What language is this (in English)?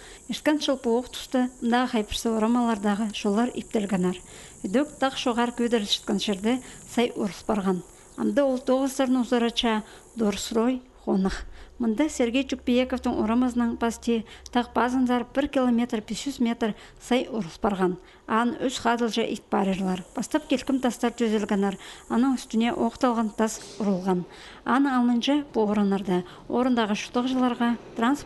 Khakas